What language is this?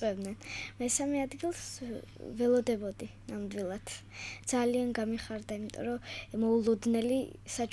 Georgian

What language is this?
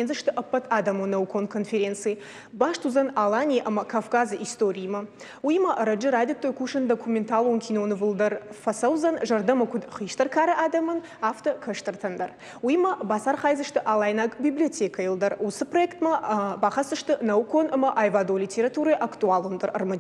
Ossetic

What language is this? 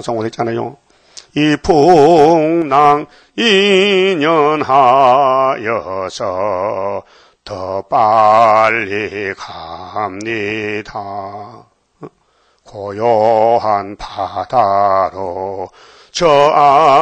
Korean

